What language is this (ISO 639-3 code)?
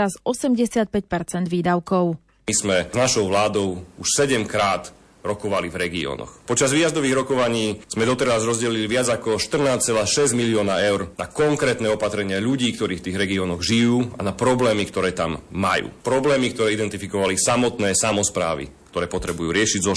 slk